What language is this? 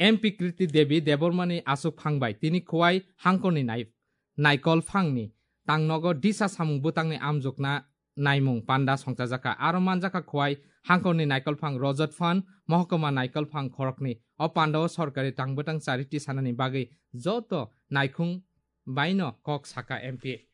Kok Borok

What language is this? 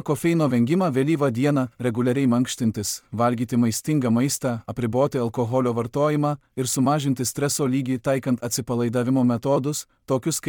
Lithuanian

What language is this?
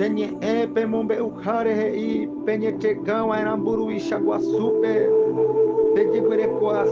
Guarani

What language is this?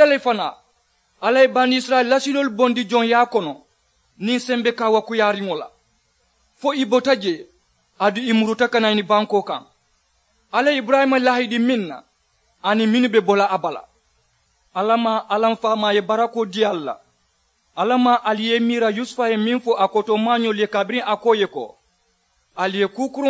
Mandingo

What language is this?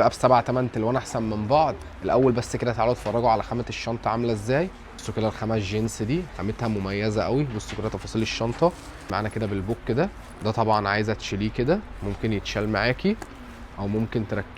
Egyptian Arabic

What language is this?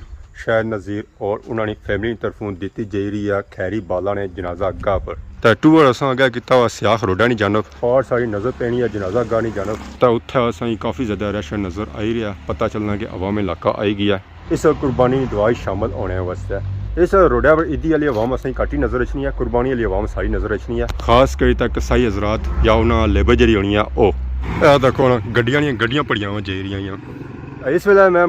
Pahari-Potwari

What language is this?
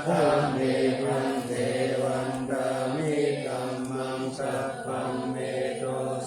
Pali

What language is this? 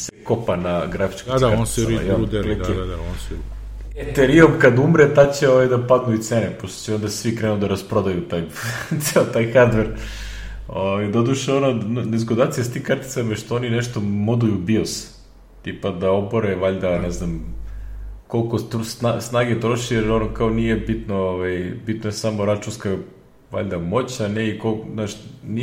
Serbian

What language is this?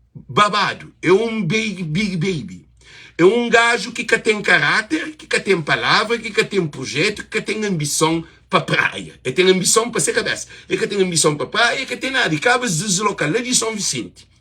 Kabuverdianu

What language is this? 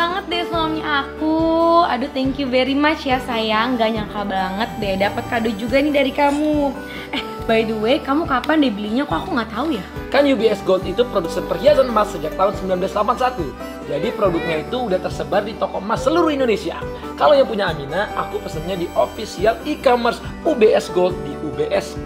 Indonesian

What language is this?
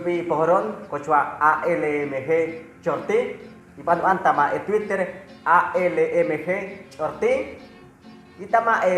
Chortí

